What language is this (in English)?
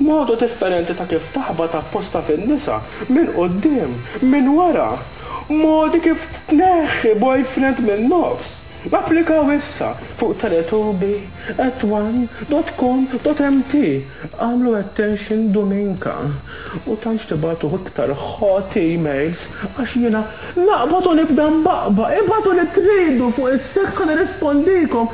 Maltese